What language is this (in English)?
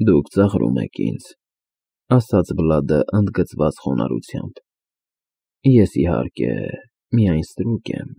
Armenian